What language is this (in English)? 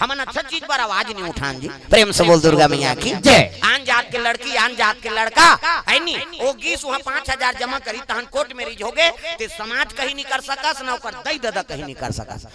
Chhattisgarhi